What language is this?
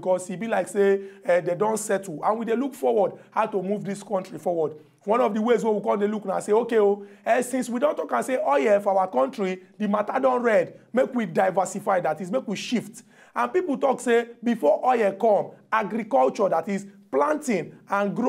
Nigerian Pidgin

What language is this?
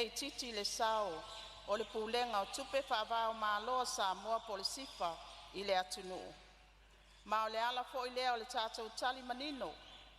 Samoan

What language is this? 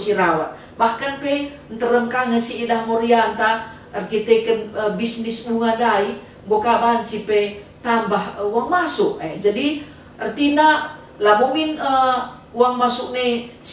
Batak Karo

